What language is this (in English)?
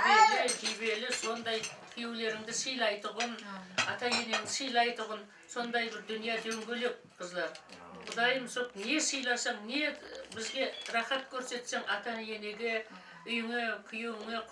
Kara-Kalpak